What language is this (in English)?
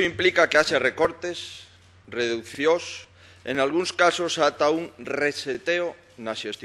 Galician